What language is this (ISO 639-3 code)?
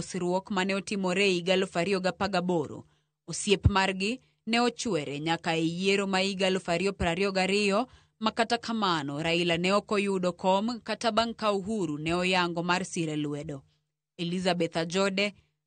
luo